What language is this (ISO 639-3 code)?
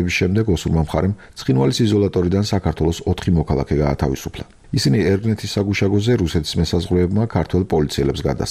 kat